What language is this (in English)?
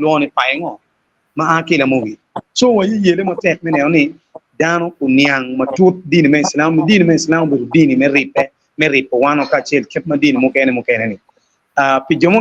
Acoli